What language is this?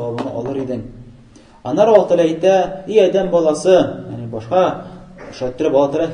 Tatar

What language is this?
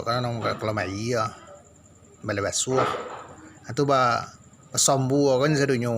Minangkabau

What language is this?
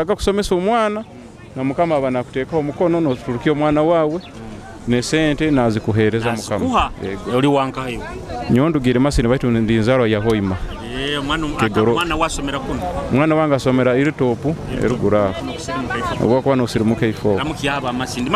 Nyoro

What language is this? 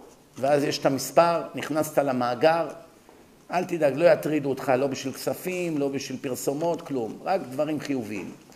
Hebrew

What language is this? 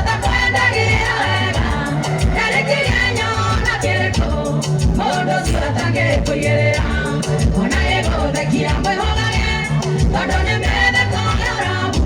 Kikuyu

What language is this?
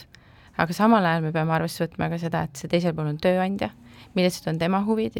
Estonian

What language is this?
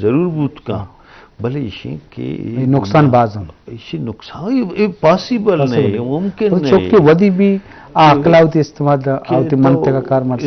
Eastern Balochi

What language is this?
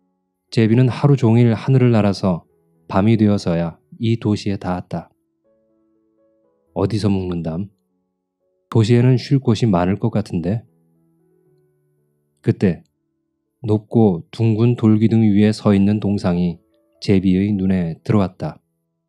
Korean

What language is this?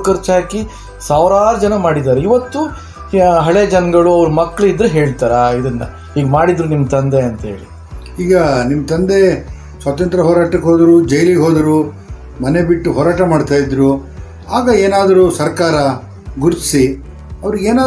Kannada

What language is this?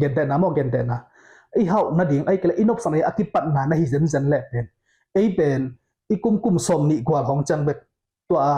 Tedim Chin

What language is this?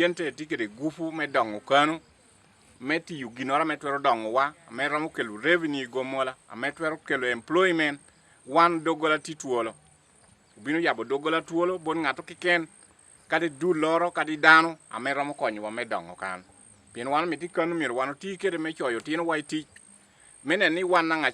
Acoli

